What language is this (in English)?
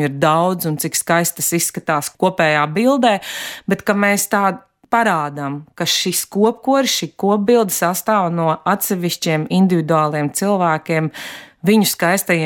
Latvian